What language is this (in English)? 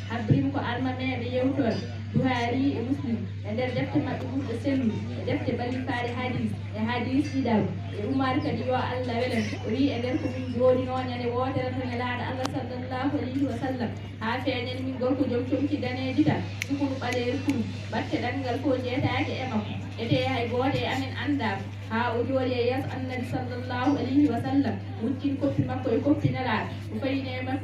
Fula